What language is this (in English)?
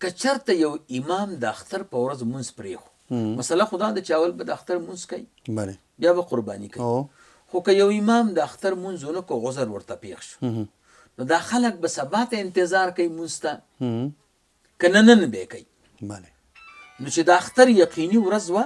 Pashto